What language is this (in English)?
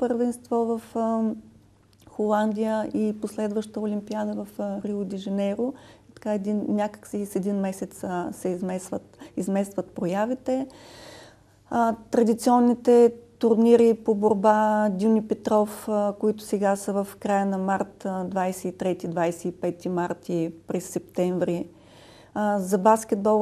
Bulgarian